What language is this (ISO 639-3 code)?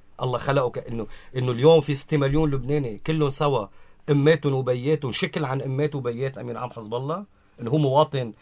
apc